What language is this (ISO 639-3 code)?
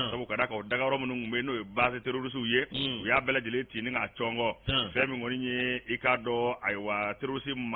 bam